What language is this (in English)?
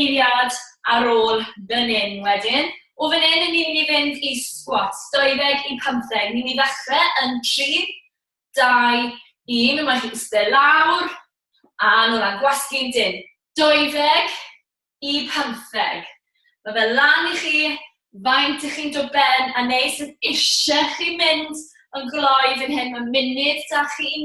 Welsh